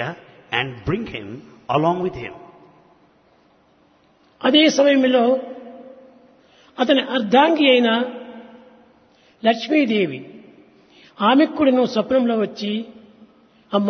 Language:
Telugu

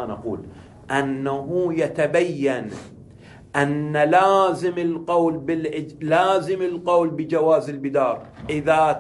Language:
Arabic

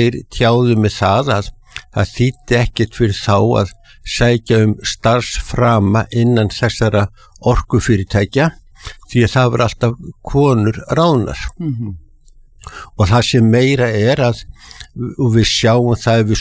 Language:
Icelandic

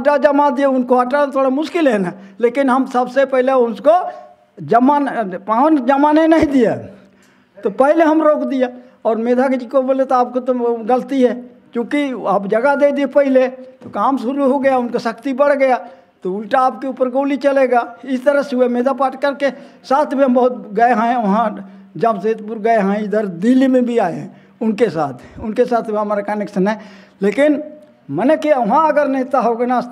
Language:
Hindi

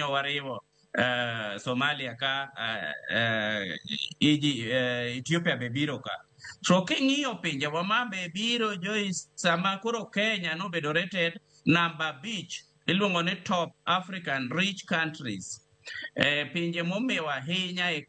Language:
Luo (Kenya and Tanzania)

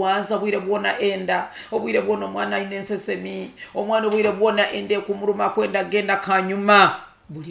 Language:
Nyoro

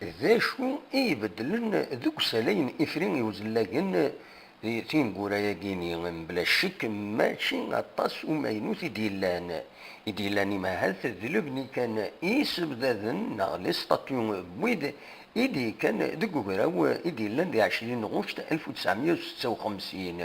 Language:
Kabyle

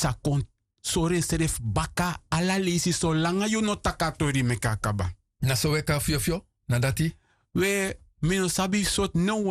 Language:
Sranan Tongo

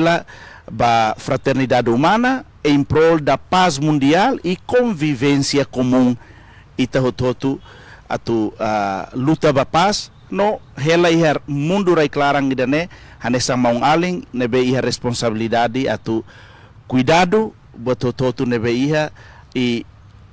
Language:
Tetum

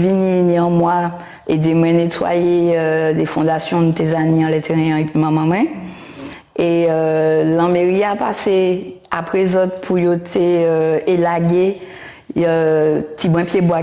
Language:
Guadeloupean Creole French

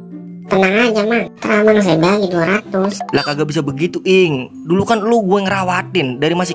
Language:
Betawi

